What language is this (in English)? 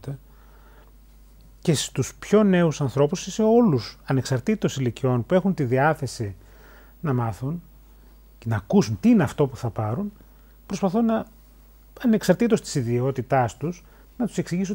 Greek